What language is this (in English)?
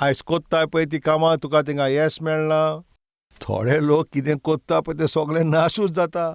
Konkani